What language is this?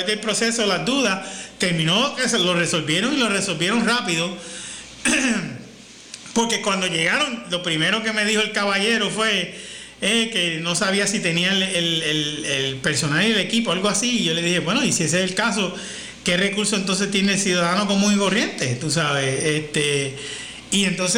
Spanish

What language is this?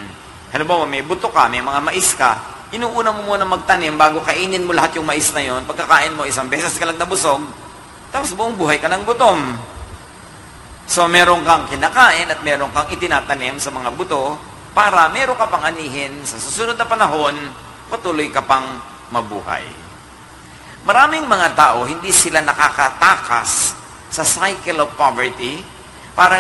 Filipino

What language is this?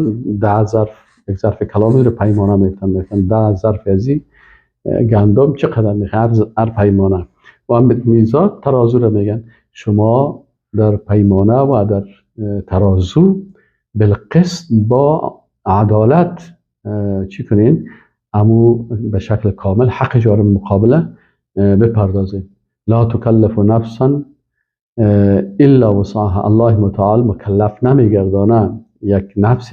Persian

